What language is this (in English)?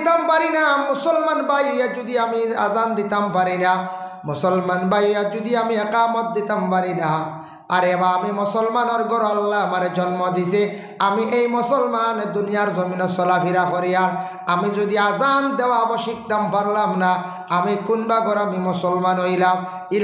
Sylheti